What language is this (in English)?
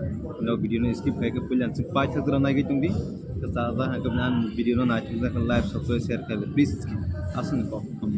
Kok Borok